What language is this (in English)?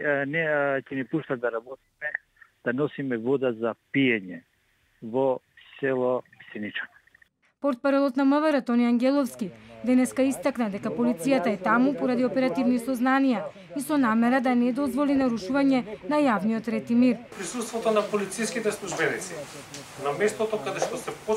Macedonian